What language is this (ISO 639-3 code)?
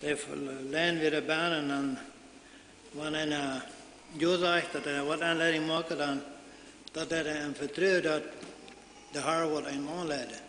pdt